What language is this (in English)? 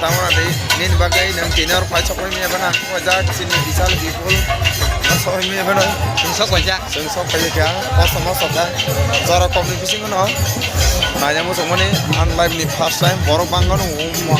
Kok Borok